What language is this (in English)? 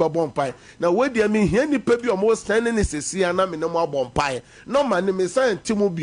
Akan